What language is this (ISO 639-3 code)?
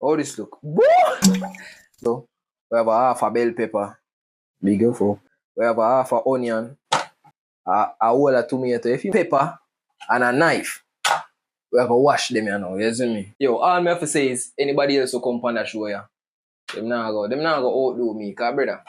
jam